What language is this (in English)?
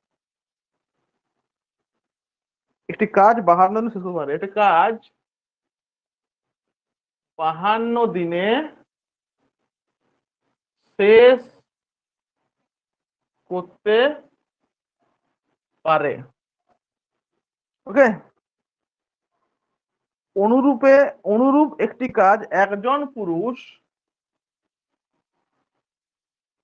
Bangla